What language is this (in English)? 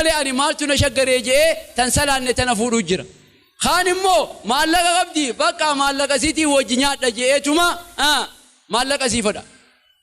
Oromo